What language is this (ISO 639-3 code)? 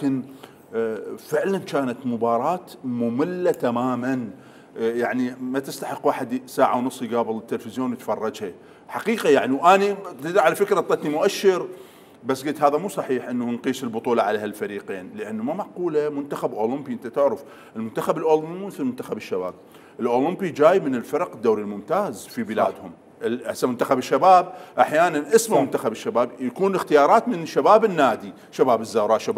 acm